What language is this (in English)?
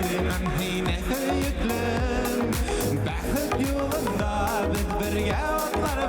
Bashkir